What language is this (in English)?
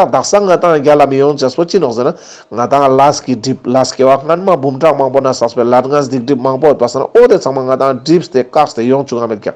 Ladakhi